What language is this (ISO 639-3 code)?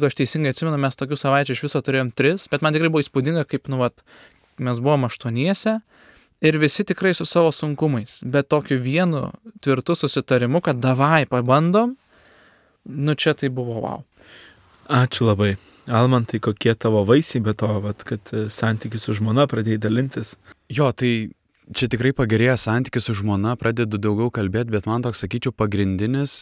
lit